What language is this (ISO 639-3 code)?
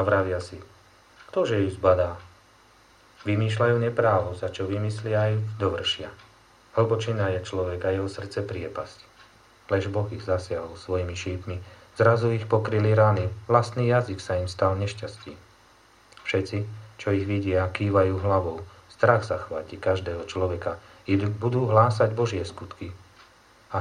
slk